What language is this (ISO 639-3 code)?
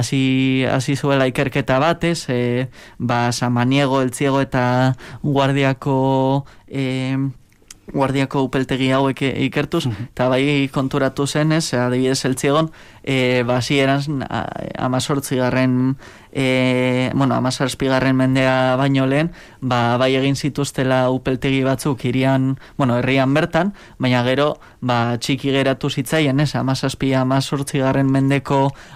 eus